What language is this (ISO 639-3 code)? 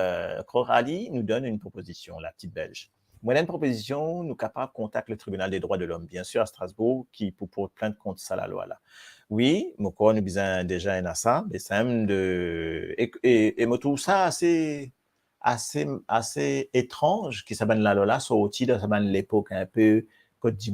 mfe